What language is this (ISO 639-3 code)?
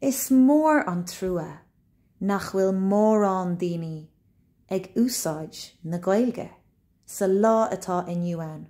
gle